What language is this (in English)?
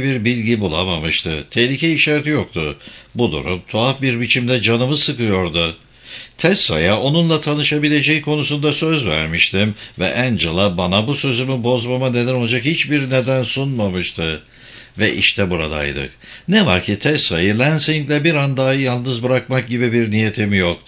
Turkish